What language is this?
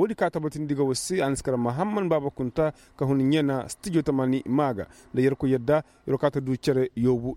Koyraboro Senni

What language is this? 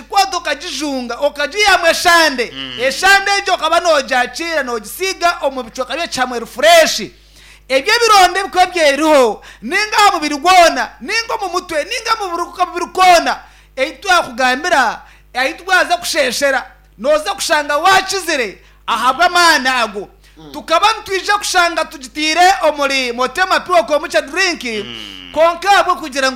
Nyankole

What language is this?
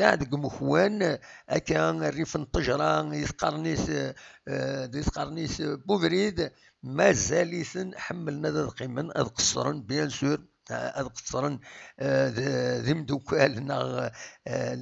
Kabyle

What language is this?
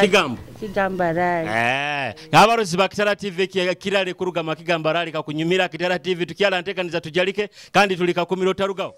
Nyoro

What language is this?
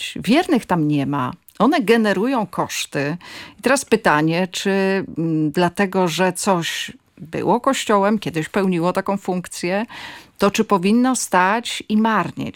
Polish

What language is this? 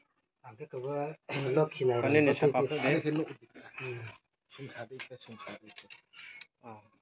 Riang (India)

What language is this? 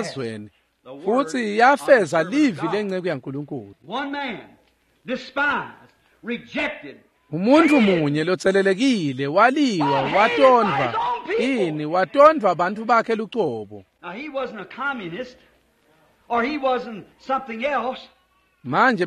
Swati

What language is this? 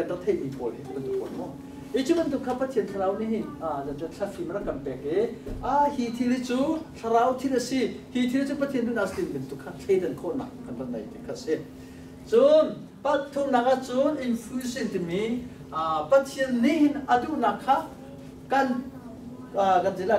Hakha Chin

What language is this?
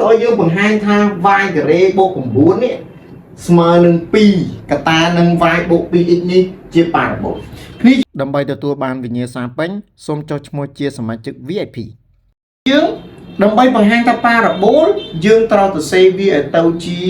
Khmer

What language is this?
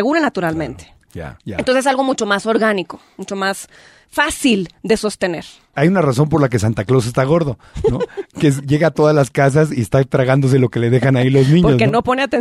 Spanish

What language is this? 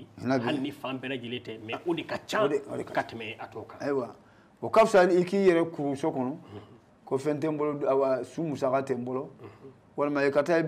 Bambara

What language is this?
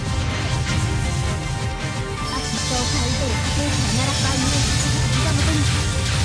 Japanese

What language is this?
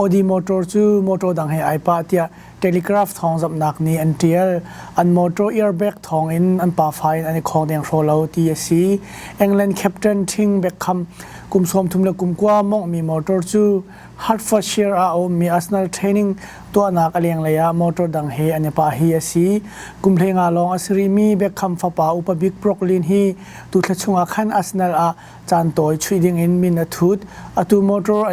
Hakha Chin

